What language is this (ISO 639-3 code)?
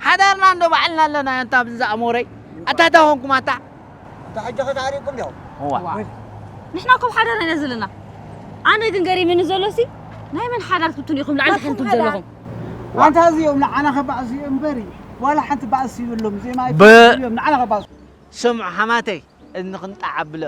tir